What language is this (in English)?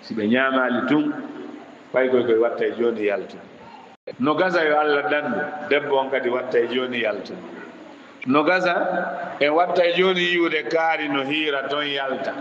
Fula